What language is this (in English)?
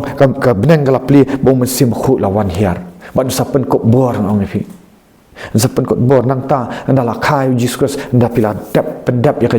Khasi